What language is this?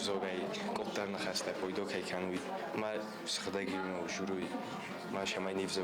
Ossetic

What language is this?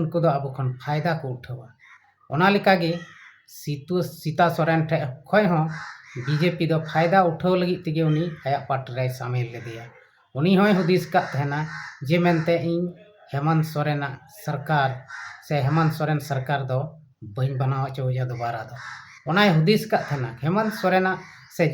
Santali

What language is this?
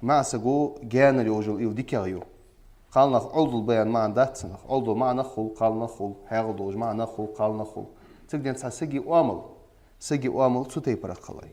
Ingush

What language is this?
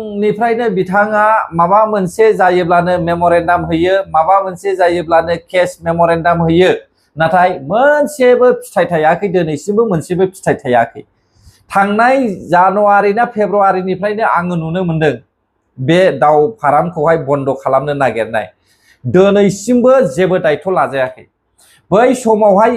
Bodo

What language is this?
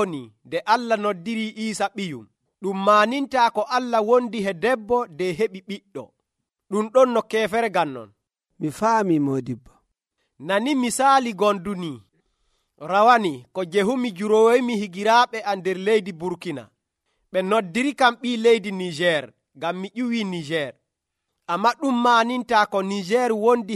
Nigerian Fulfulde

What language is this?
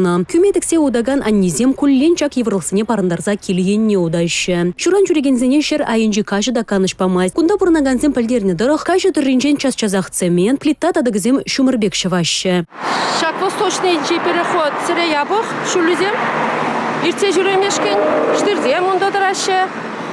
Chuvash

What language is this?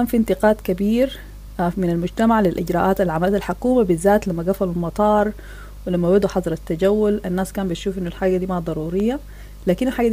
Sudanese Arabic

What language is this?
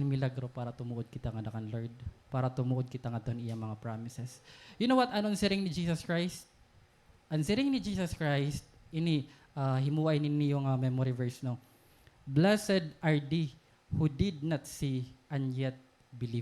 Waray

